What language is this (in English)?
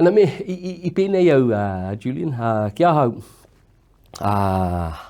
Māori